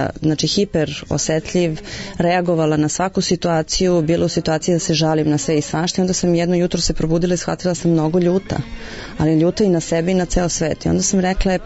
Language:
Serbian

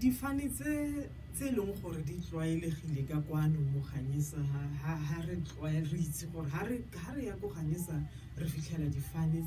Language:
Tswana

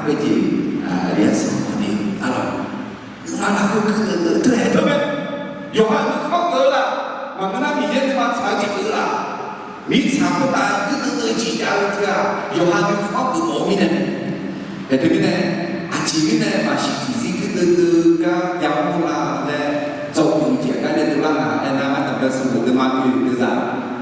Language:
Akha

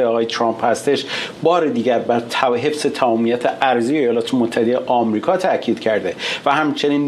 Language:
Persian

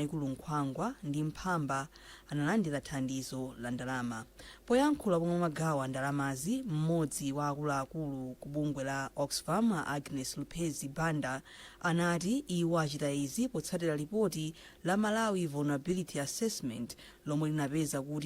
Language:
Nyanja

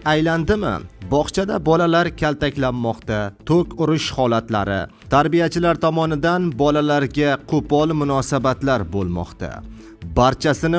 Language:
Uzbek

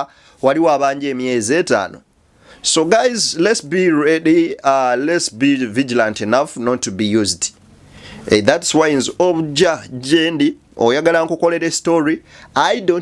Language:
Ganda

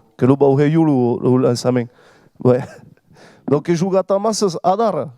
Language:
Occitan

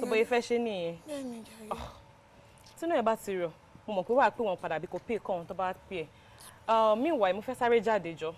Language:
Yoruba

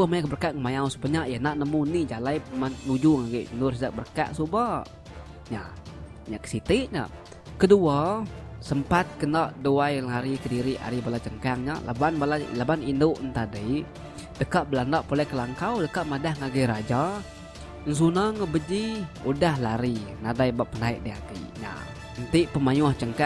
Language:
Iban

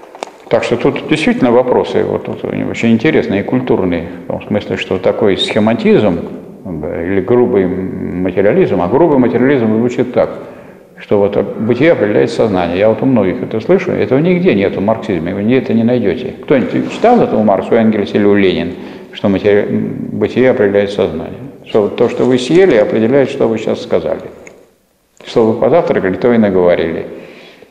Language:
Russian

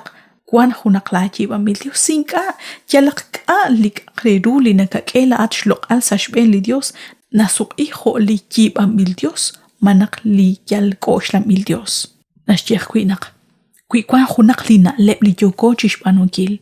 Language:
Kekchí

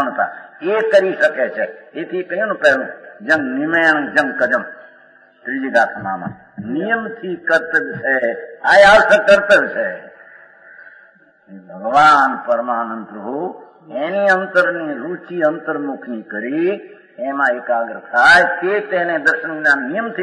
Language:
Gujarati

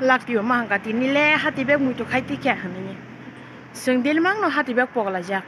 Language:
Kok Borok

